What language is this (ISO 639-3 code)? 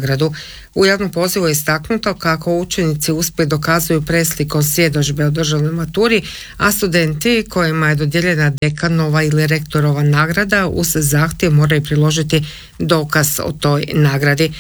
hrv